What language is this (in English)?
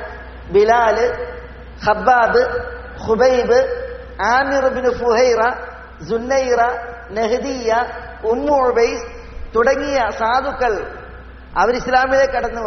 Malayalam